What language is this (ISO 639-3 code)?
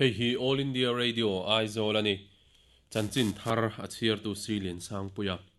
lus